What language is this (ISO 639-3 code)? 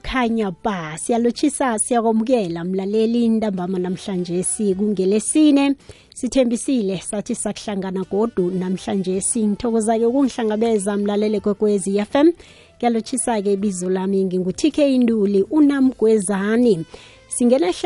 nbl